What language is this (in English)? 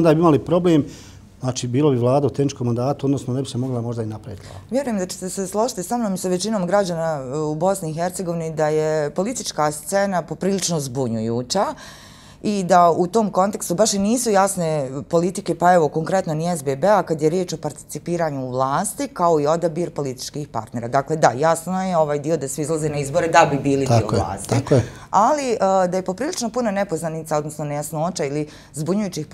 Bosnian